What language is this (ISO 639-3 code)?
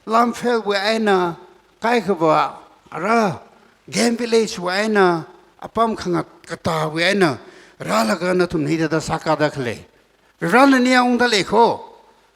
nmf